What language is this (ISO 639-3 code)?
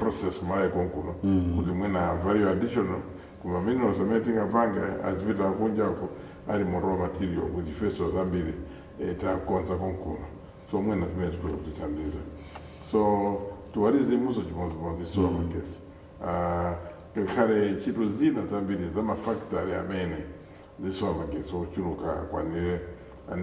nya